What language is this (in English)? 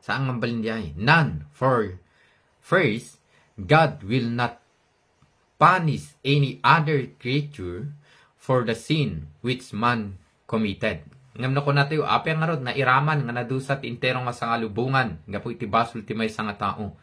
Iloko